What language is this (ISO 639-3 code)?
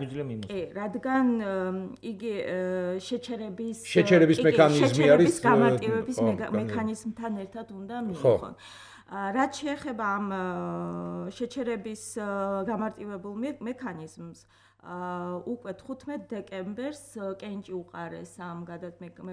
kat